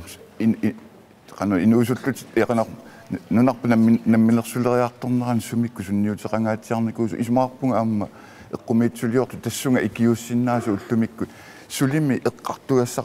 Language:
Kalaallisut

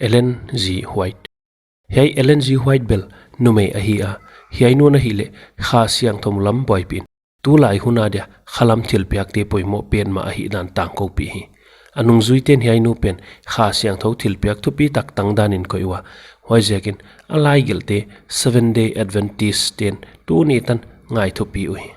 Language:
Paite Chin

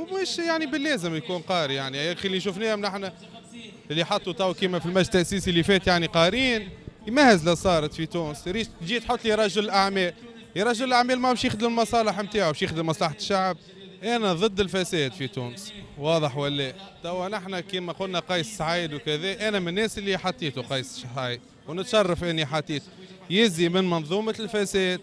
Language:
Tunisian Arabic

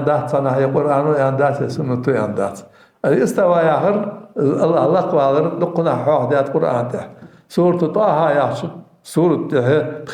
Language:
Ingush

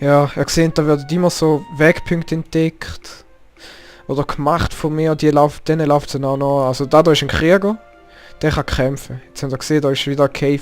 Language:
Swiss German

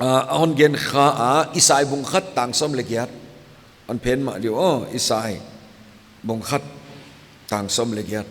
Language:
Paite Chin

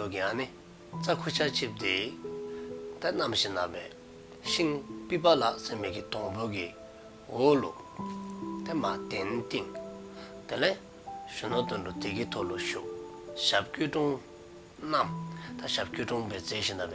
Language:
Dzongkha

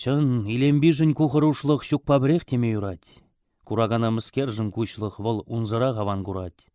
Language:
Chuvash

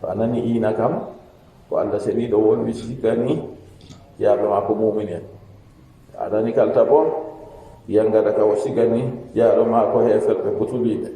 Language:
Fula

